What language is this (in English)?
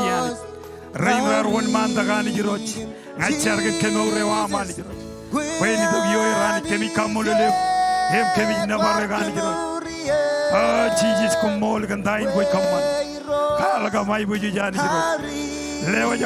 Marshallese